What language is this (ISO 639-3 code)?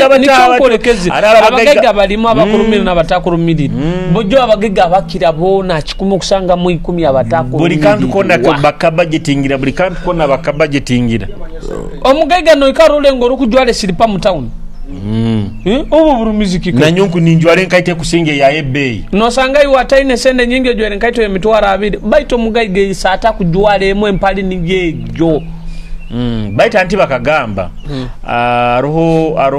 nyo